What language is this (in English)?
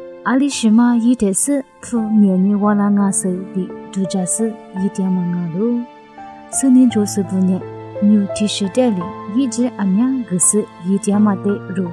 Lisu